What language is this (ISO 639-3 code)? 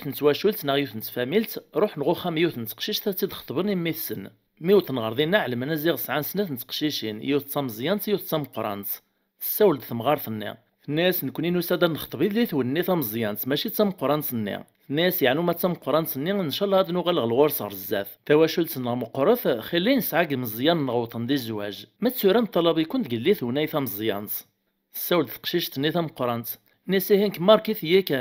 kab